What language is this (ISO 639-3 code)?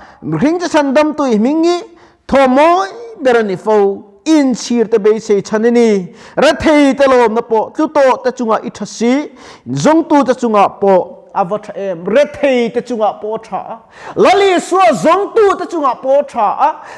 lus